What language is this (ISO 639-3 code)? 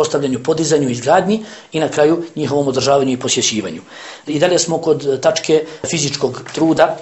bos